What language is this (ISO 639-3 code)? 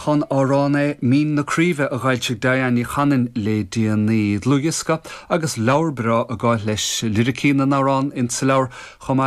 gle